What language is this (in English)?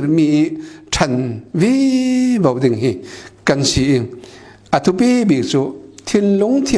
Falam Chin